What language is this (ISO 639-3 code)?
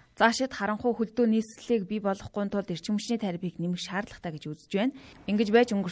mon